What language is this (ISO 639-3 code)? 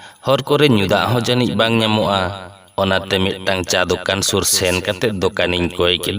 sat